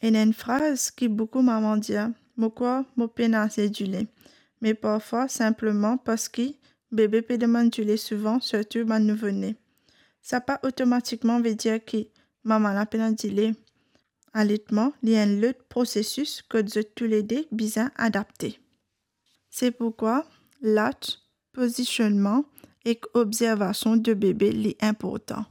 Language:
Morisyen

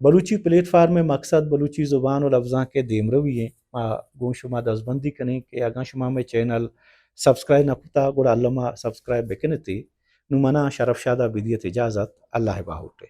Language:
Baluchi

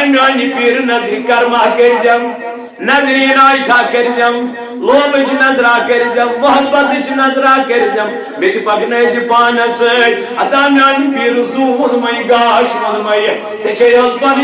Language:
Kashmiri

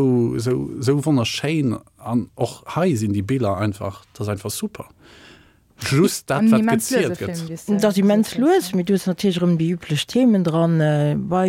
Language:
Luxembourgish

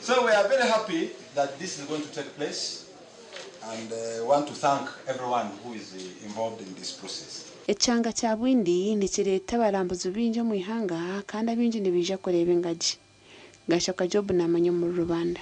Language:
Nyankole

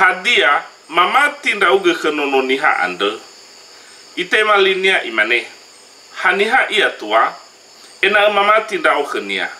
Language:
Nias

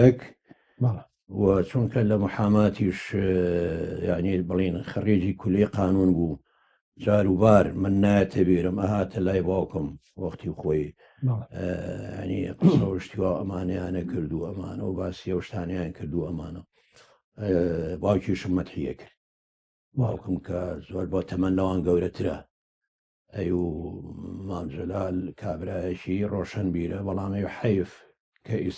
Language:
Central Kurdish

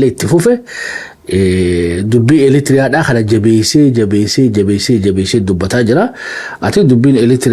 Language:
Oromo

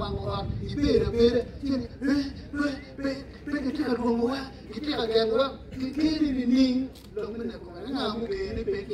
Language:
Acoli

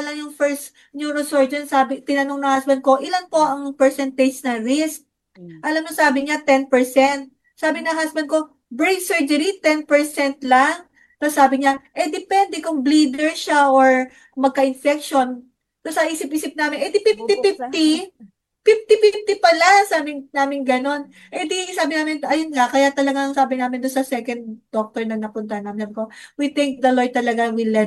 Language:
Filipino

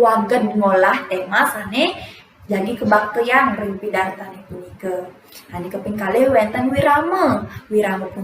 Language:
Balinese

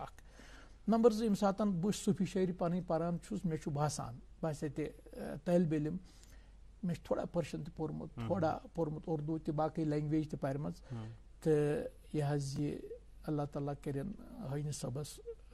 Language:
Kashmiri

